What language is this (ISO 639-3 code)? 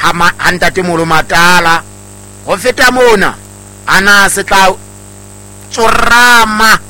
sot